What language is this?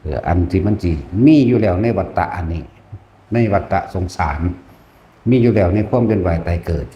Northeastern Thai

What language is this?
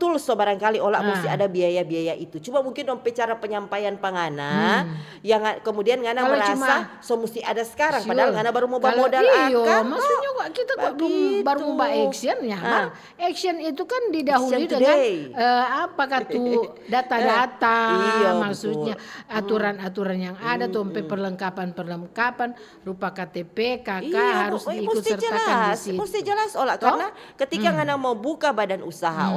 Manado Malay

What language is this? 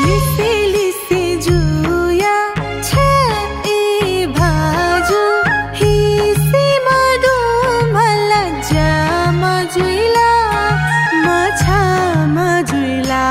Newari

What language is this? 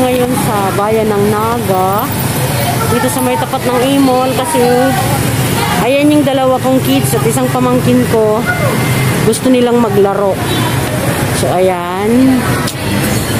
Filipino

